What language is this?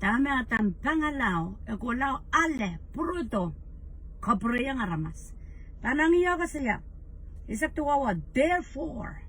Pohnpeian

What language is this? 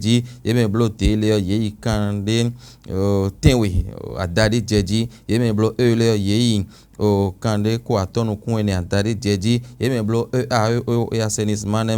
Fon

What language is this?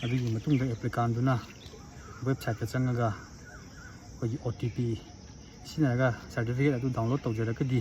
Manipuri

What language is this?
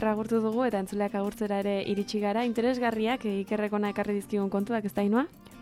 Basque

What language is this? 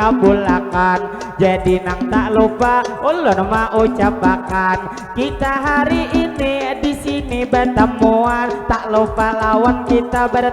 Banjar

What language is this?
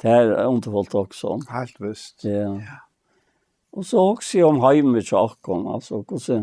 Faroese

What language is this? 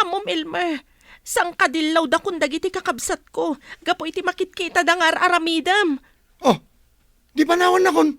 Iloko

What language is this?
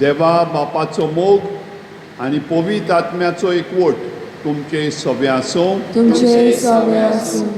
Konkani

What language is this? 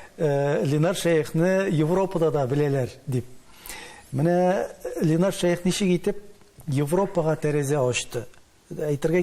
Tatar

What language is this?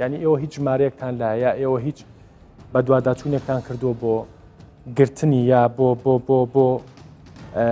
Central Kurdish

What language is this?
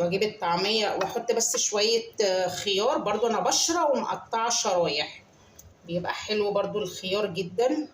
Egyptian Arabic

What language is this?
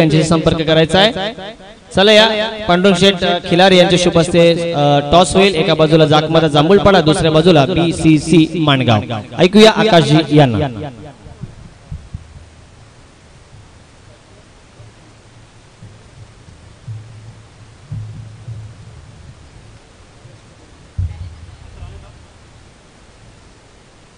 Marathi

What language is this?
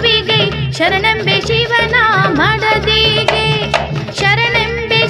Kannada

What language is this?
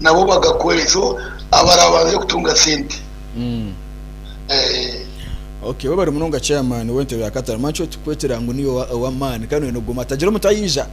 Nyankole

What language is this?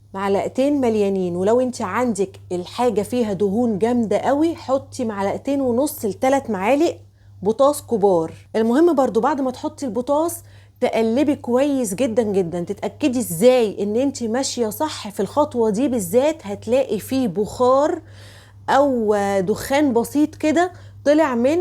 Egyptian Arabic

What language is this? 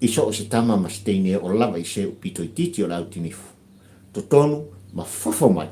Samoan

